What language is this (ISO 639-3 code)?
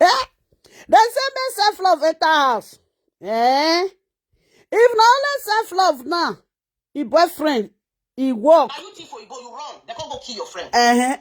pcm